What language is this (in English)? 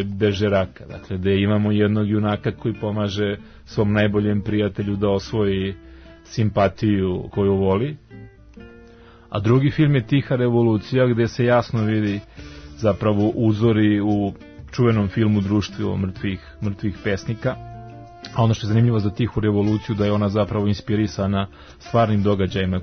Serbian